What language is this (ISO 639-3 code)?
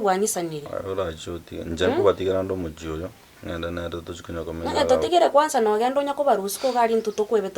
guz